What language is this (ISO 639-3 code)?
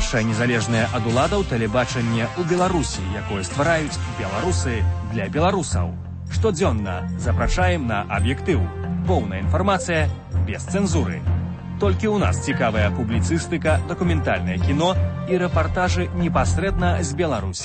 bel